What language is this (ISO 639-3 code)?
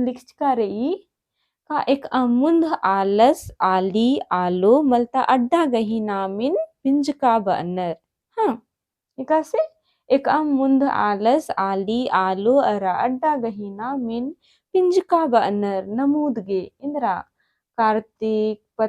kru